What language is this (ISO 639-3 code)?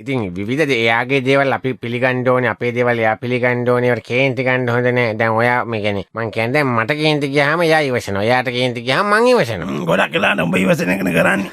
sin